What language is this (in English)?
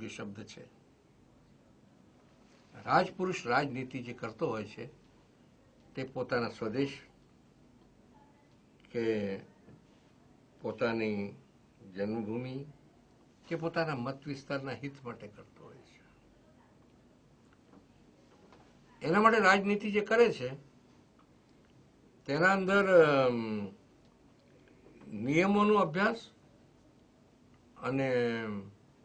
Gujarati